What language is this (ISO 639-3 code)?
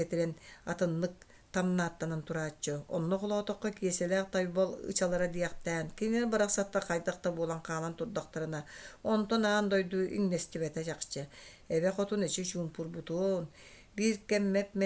sah